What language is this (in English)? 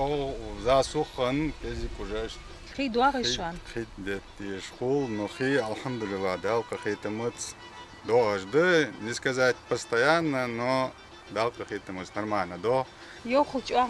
Ingush